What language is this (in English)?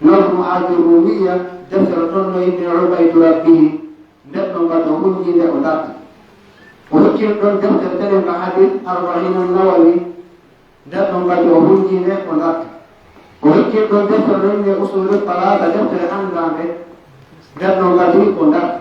Pular